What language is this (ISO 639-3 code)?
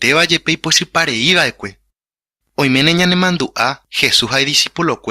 grn